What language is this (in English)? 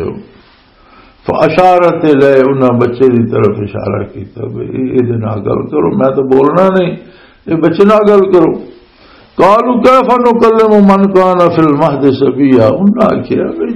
Western Panjabi